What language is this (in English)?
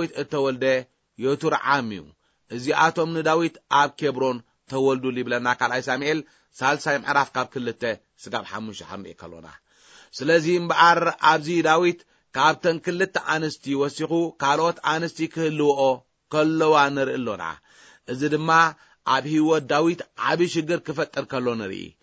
Tigrinya